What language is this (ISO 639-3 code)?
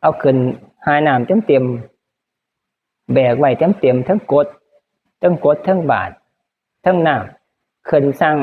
tts